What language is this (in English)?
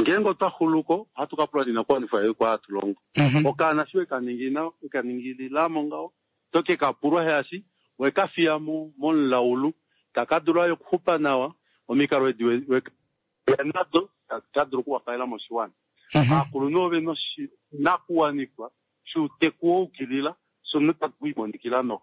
Kuanyama